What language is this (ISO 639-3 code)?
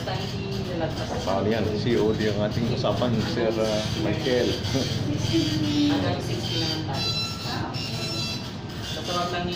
fil